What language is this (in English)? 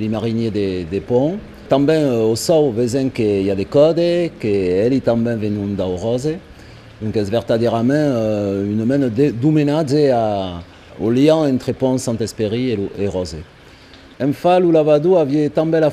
Occitan